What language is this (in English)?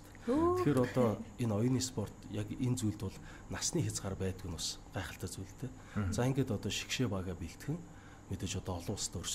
Mongolian